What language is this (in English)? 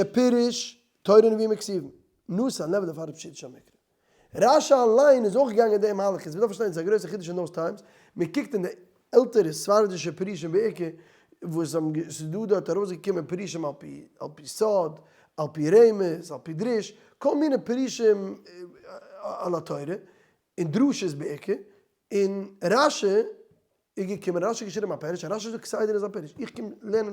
Yiddish